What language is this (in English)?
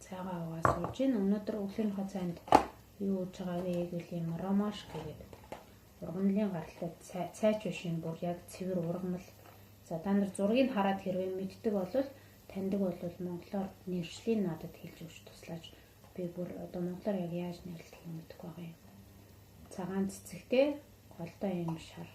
Mongolian